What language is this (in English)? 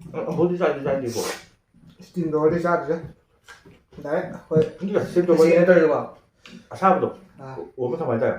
Manipuri